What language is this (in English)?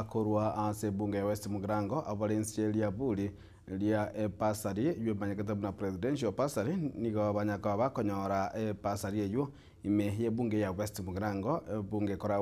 Gusii